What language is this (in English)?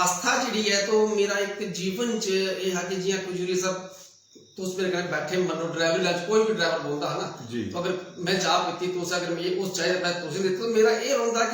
Dogri